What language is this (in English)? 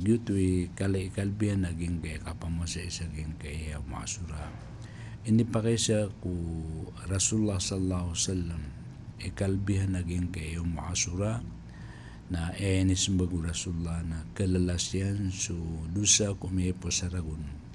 Maranao